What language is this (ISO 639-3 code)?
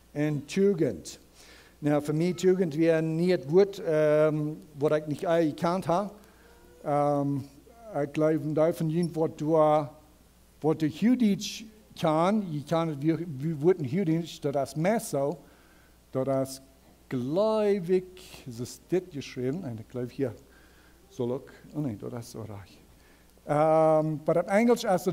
pdt